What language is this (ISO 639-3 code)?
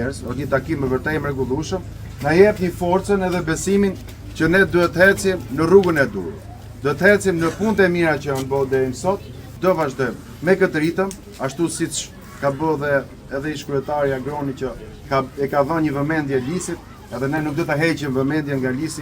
sqi